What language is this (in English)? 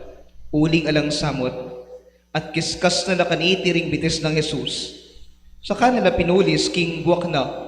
Pampanga